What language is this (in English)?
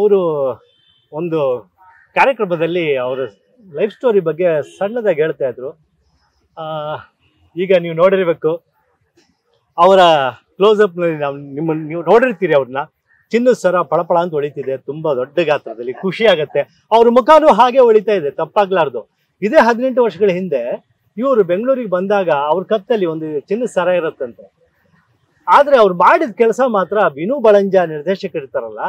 Kannada